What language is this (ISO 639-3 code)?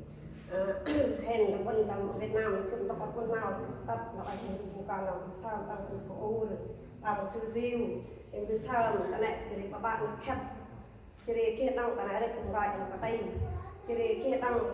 cmo